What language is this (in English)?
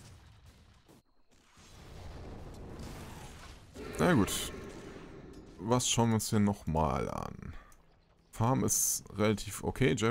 German